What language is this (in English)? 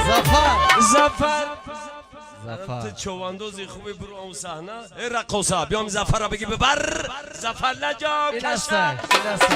Tajik